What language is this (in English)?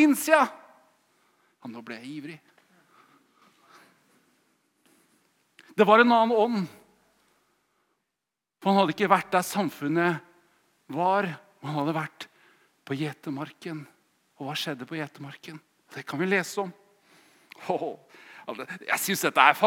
Norwegian